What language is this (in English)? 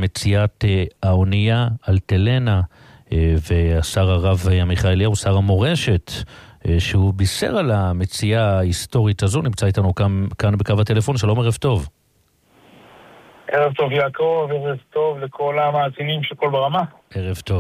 Hebrew